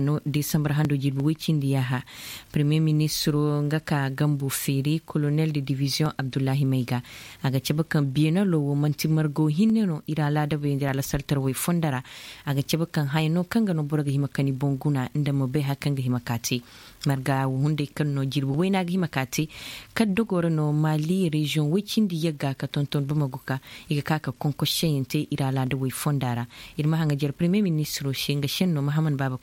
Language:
Zarma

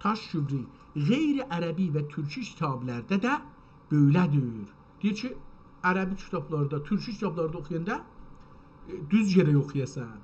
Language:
South Azerbaijani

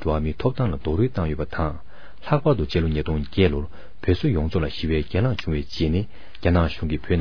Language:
Tibetan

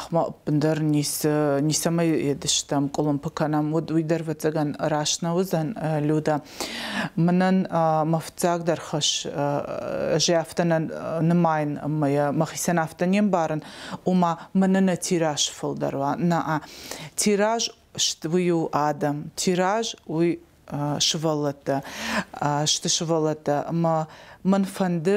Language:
Ossetic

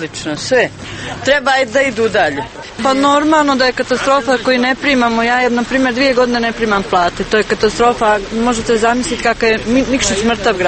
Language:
Serbian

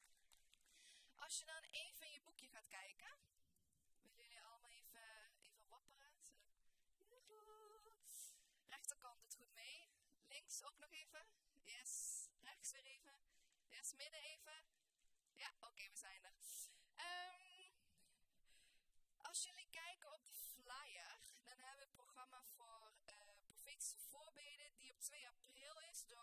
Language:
Dutch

